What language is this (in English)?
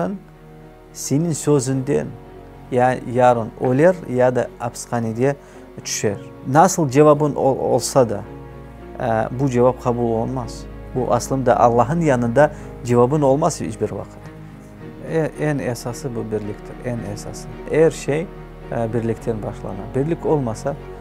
Crimean Tatar